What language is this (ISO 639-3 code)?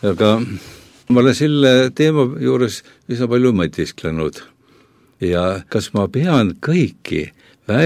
est